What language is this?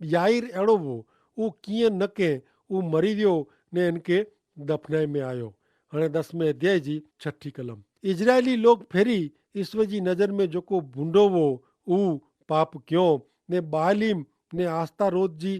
Kachhi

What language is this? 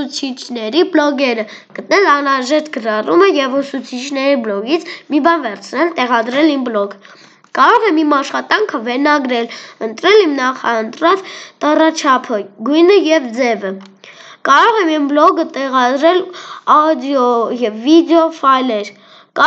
Armenian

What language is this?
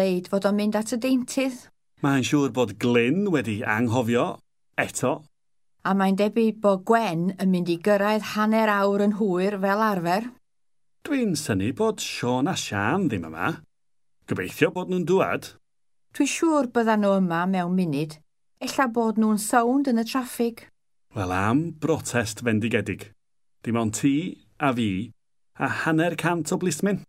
Welsh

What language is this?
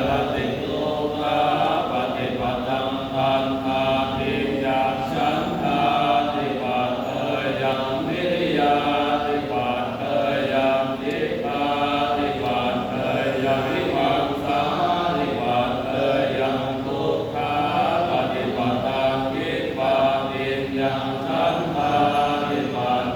Pali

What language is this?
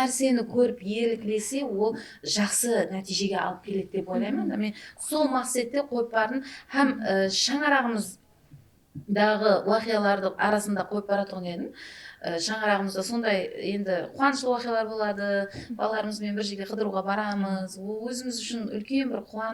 Kara-Kalpak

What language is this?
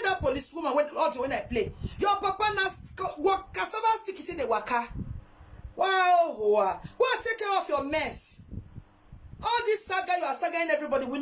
Nigerian Pidgin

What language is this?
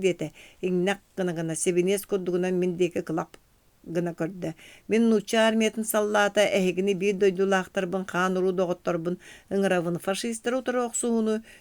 Yakut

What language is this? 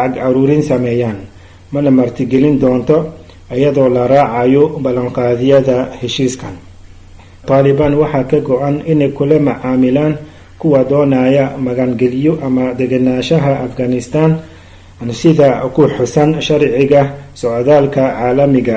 Somali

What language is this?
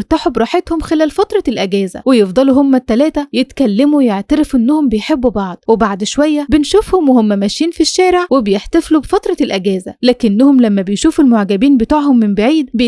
Egyptian Arabic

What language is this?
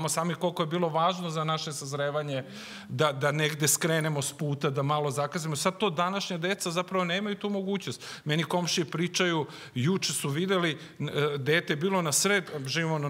Serbian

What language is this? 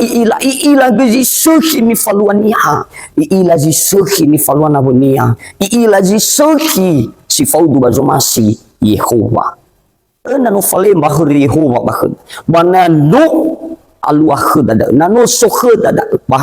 Nias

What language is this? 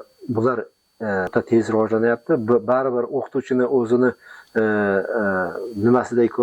Uzbek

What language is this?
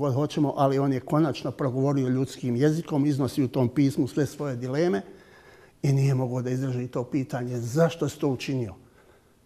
Bosnian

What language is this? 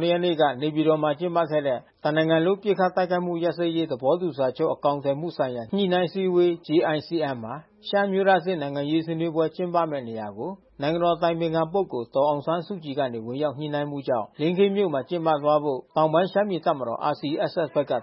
Burmese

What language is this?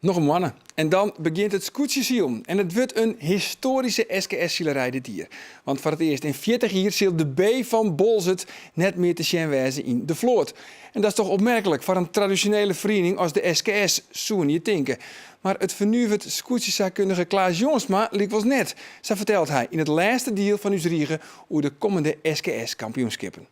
Western Frisian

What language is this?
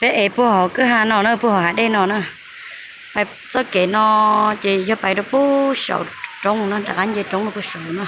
Hmong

